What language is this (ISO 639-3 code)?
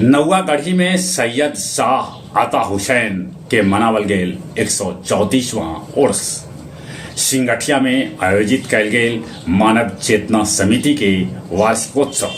mag